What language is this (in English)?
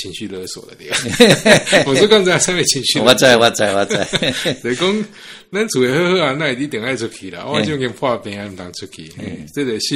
Min Nan Chinese